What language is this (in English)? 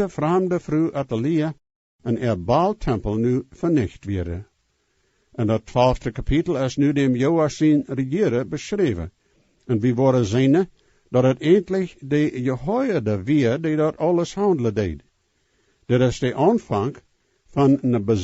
Plautdietsch